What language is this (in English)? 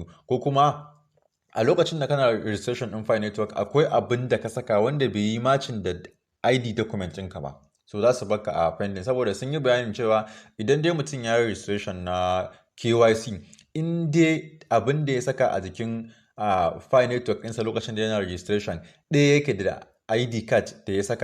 Hausa